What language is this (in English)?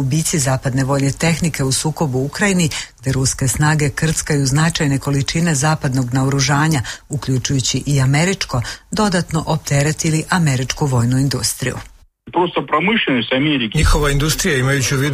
Serbian